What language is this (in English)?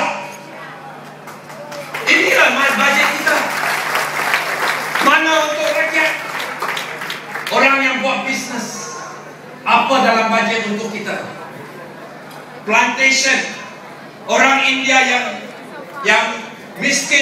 Malay